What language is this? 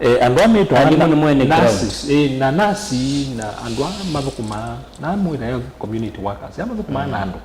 Kamba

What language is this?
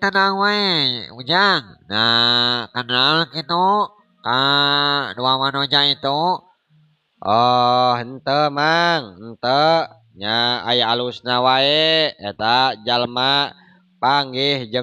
Sundanese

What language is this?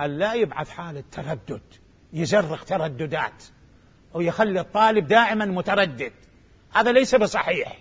Mesopotamian Arabic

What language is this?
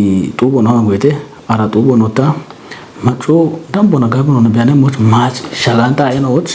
Kafa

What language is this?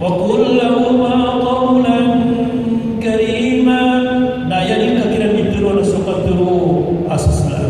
Maranao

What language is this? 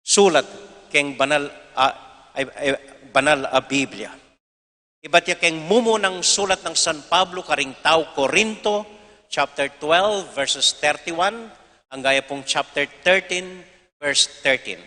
Pampanga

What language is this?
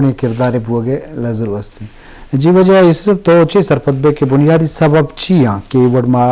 Baluchi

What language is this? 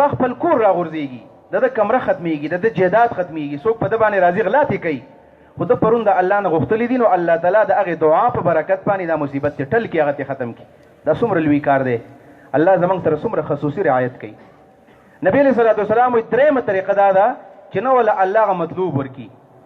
Pashto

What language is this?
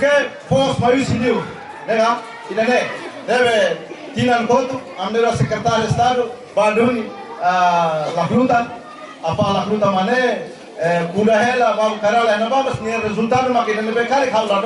Tetum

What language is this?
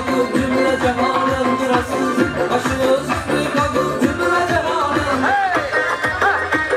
Turkish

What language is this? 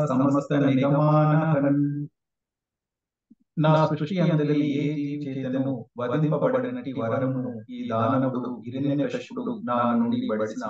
Telugu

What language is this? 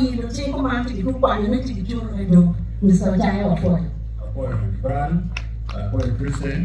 Acoli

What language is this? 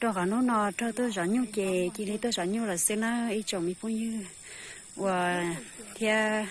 Hmong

